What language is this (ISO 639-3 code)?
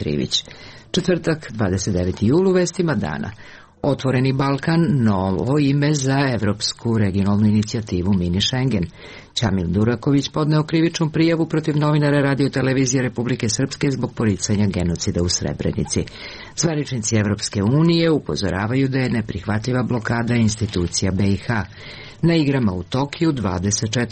srp